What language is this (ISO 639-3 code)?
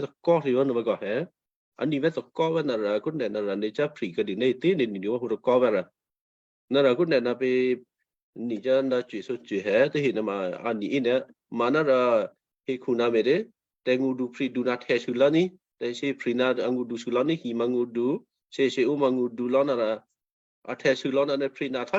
kyu